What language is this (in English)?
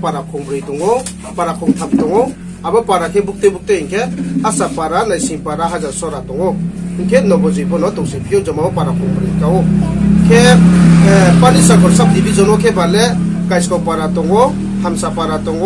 Riang (India)